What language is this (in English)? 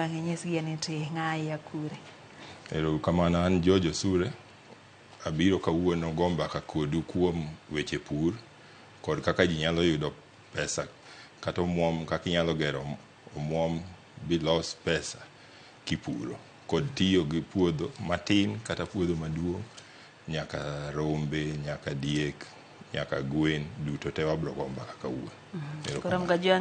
Luo (Kenya and Tanzania)